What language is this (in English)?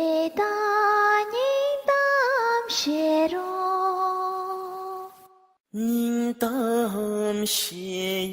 Tibetan